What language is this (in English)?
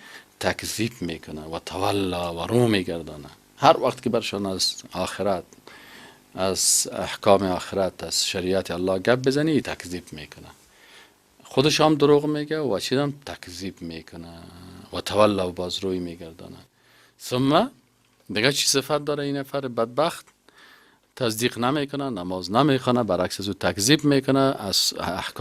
Persian